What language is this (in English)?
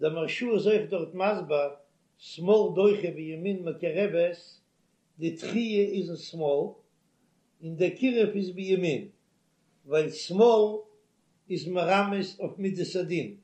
Yiddish